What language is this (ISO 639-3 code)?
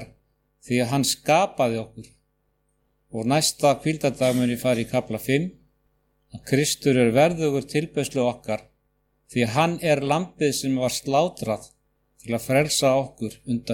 isl